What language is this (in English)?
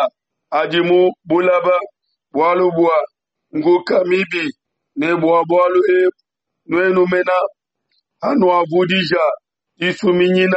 Luba-Lulua